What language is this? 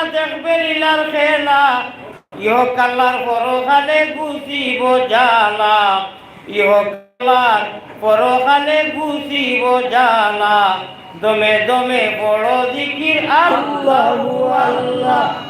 Sylheti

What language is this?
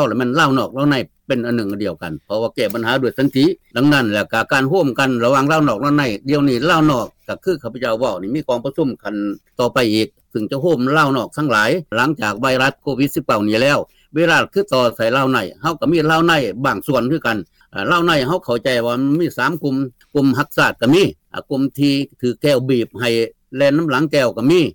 Lao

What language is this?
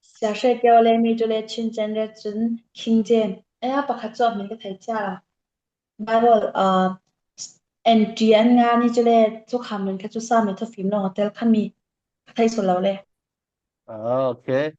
Falam Chin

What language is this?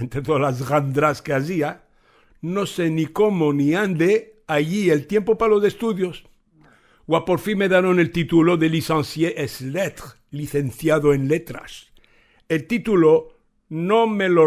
Ladino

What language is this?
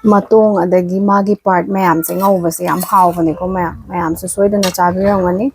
Manipuri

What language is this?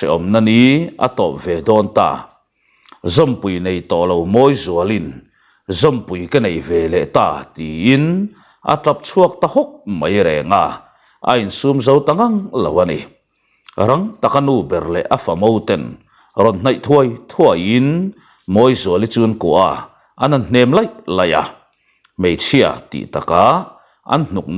Mizo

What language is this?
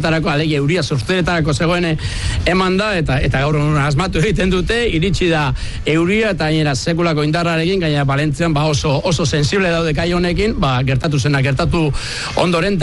Basque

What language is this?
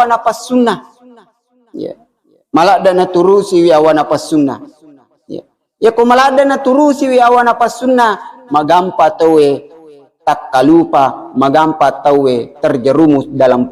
Buginese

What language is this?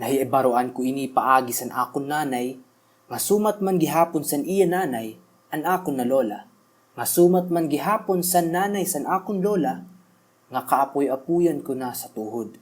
Waray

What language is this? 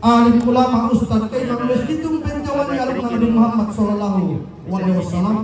Toraja-Sa'dan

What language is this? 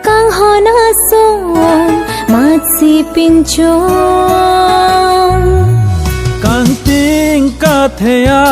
Karbi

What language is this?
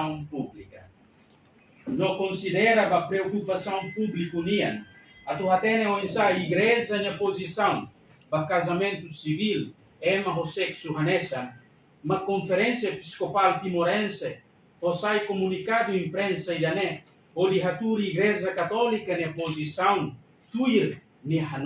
Tetum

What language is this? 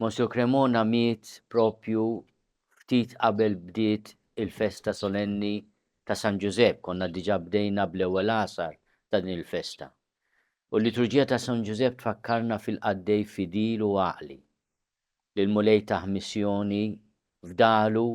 Maltese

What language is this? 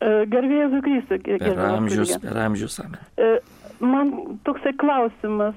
Lithuanian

